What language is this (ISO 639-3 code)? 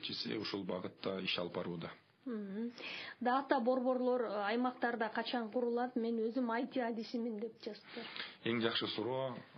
kir